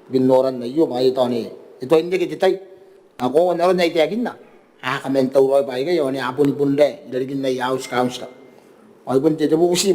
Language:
Gilbertese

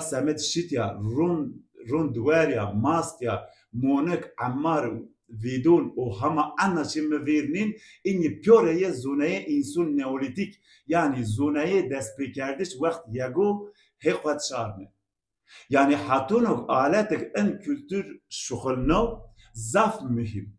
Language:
Zaza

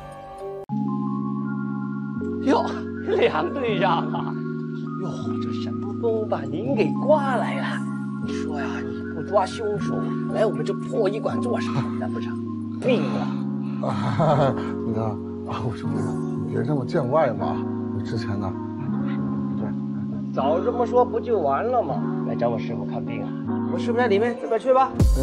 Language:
Chinese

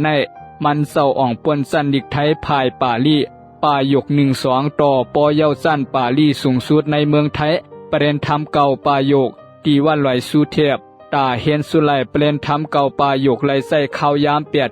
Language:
Shan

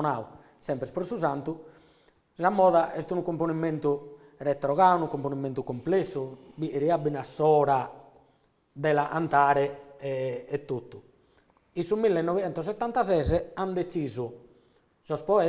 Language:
Sardinian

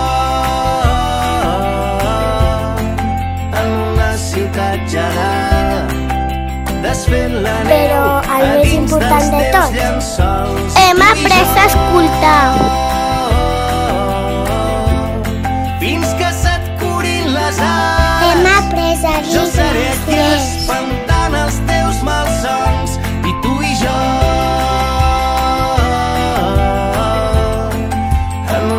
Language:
Catalan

